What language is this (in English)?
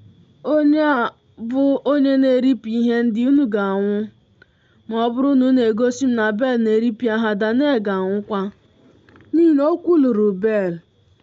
Igbo